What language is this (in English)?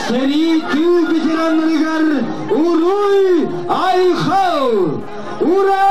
Yakut